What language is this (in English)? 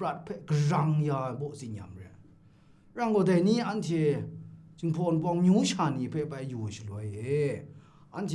Kachin